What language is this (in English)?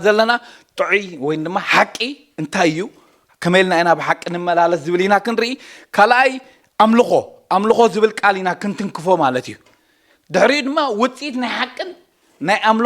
Tigrinya